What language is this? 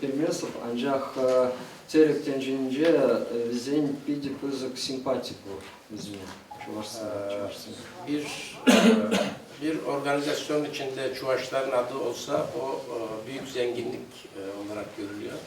Chuvash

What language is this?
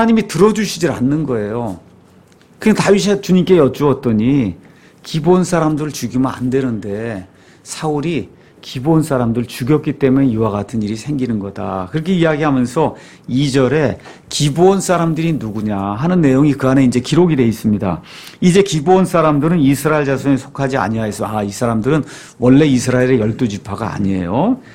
Korean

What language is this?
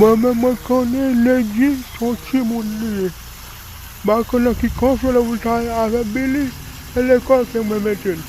Haitian Creole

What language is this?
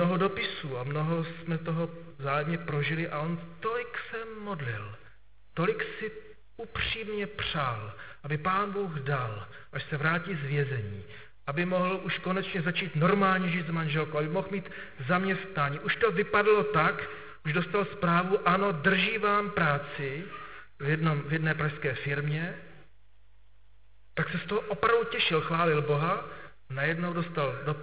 Czech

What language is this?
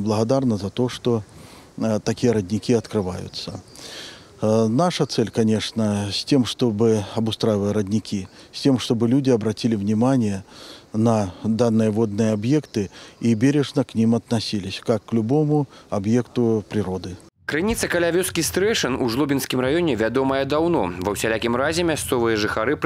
Belarusian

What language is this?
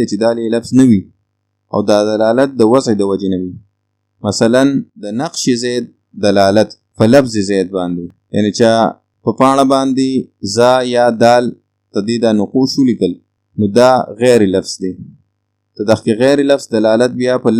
Pashto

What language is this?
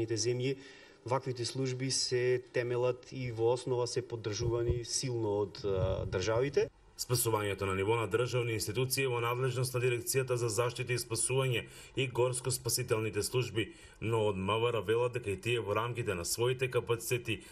Macedonian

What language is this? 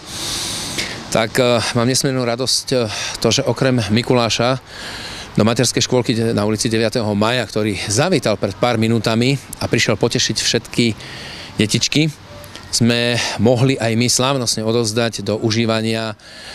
Slovak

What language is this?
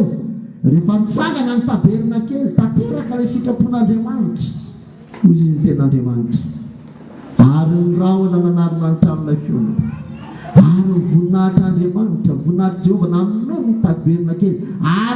Malagasy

